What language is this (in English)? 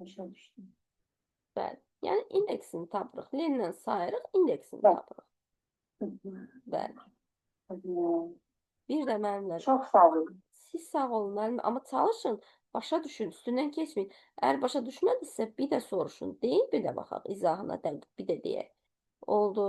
Azerbaijani